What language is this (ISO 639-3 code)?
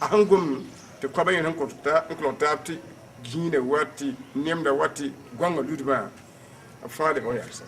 mos